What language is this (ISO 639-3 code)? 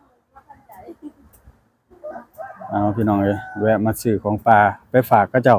lao